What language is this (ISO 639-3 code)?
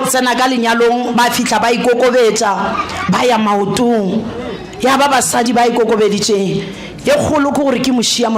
nso